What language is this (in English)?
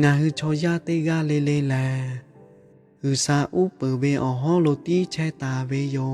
Lahu